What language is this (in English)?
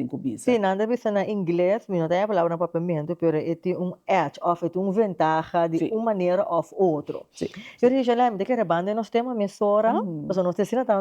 Papiamento